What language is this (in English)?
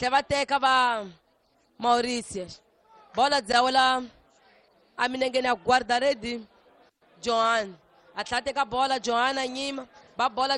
Tsonga